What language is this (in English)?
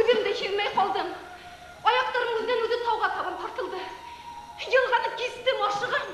Bashkir